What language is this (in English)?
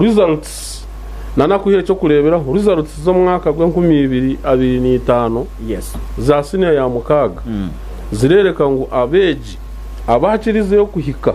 Nyankole